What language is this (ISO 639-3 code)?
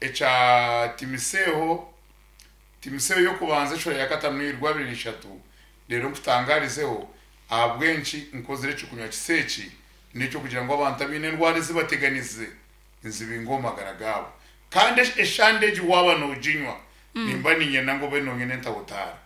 nyn